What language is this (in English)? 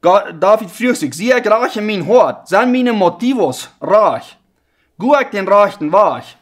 Plautdietsch